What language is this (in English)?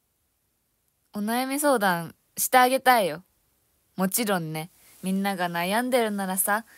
Japanese